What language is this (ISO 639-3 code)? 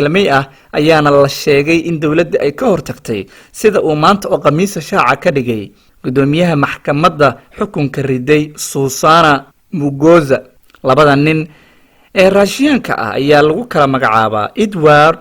som